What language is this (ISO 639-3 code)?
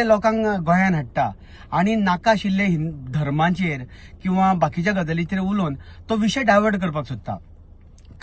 kok